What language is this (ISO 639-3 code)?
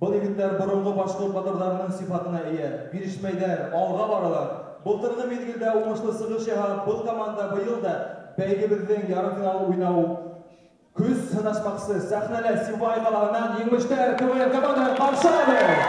bak